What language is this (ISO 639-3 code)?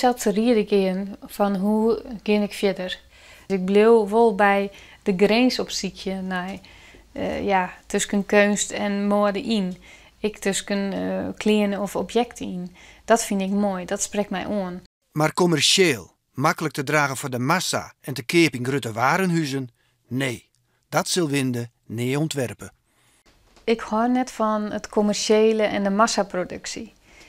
fry